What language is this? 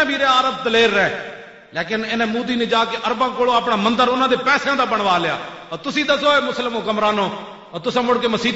Western Panjabi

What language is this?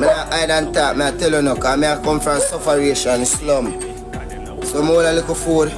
Jamaican Creole English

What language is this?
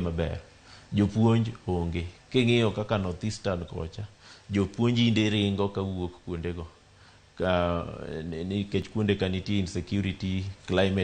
Luo (Kenya and Tanzania)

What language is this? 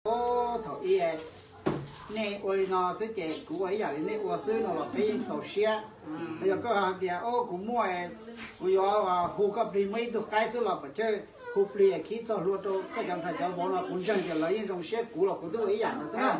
Hmong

